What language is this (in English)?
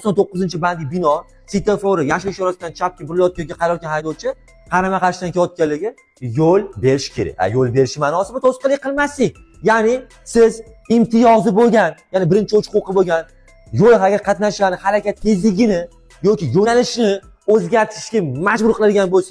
Uzbek